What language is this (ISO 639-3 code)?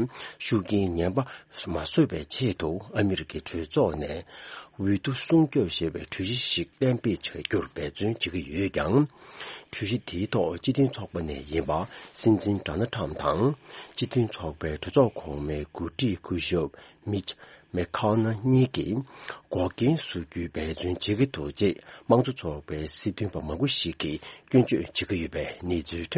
bod